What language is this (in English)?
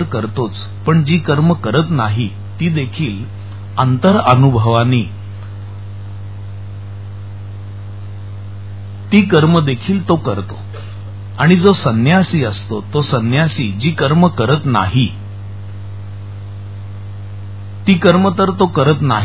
Marathi